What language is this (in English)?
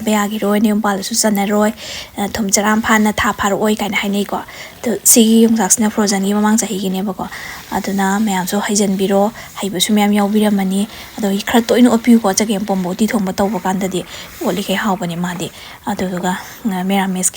Manipuri